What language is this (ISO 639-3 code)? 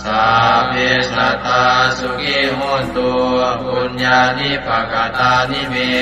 pli